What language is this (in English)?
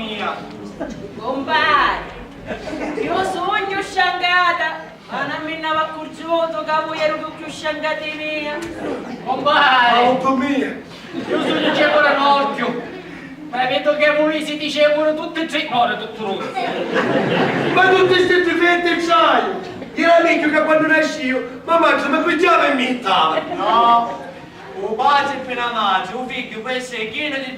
Sicilian